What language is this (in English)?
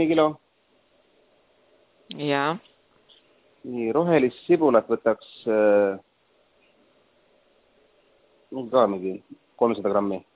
Estonian